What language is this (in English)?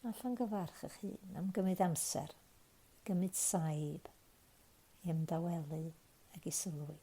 Welsh